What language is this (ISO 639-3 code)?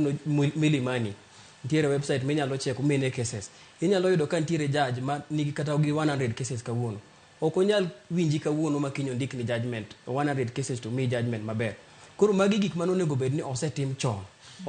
luo